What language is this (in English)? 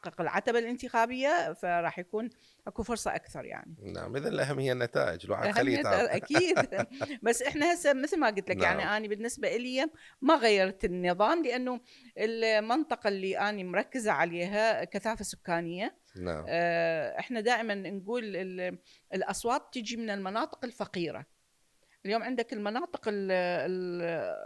Mesopotamian Arabic